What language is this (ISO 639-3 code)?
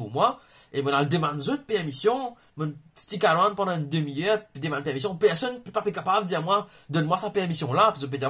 mfe